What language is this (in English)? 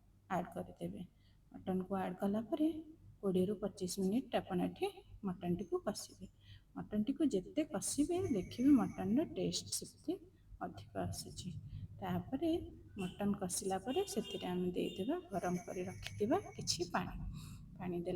Odia